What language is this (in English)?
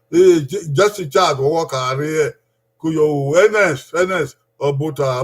Bini